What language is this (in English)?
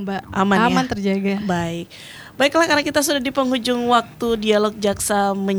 Indonesian